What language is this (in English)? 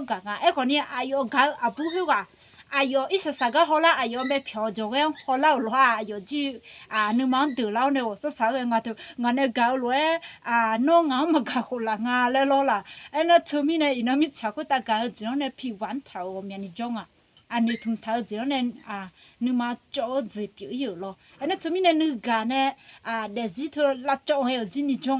Akha